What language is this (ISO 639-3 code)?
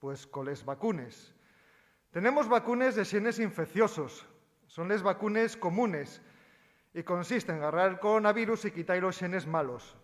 ast